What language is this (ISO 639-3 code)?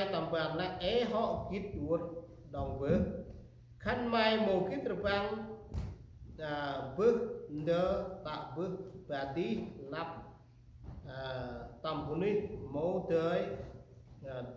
cmo